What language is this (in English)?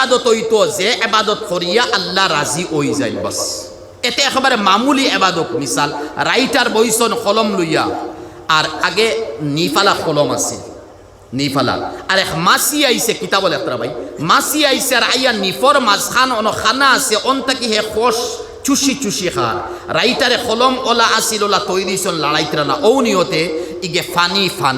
Sylheti